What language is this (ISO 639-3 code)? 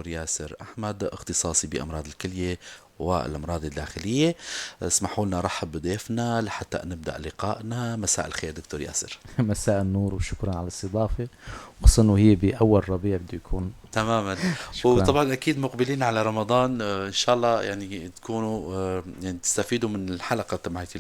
apc